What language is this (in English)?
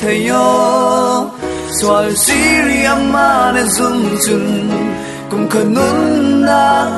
Falam Chin